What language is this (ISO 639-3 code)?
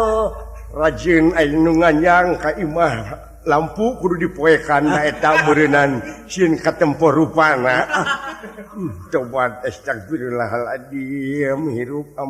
sun